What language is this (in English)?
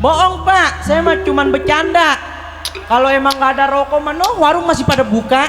Betawi